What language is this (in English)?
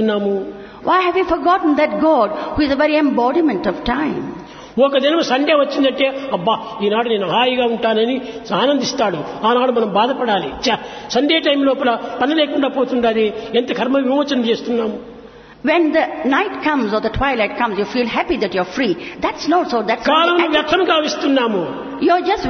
Telugu